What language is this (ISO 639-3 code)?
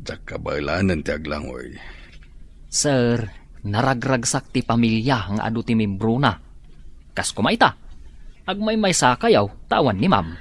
ilo